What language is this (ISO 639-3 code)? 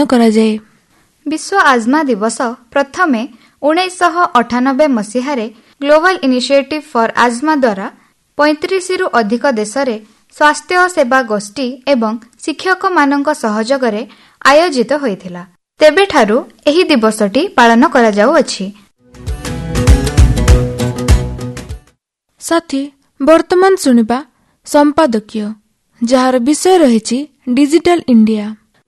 ori